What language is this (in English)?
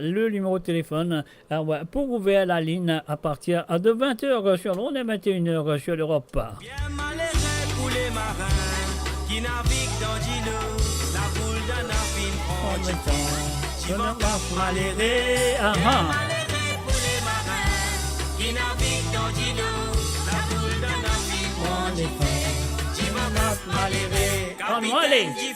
Morisyen